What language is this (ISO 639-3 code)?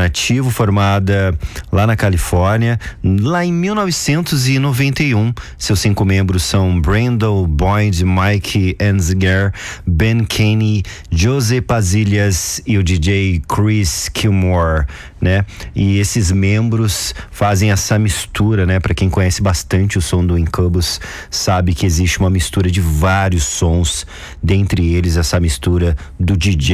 por